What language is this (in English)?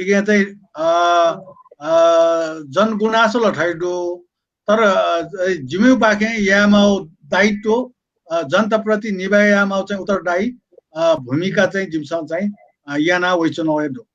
Newari